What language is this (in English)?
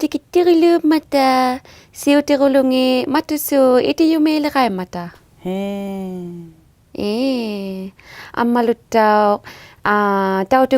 Inuktitut